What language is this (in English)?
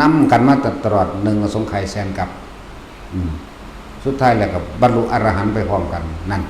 Lao